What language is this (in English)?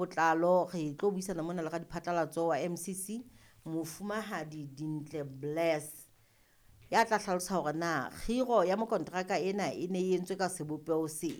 Southern Sotho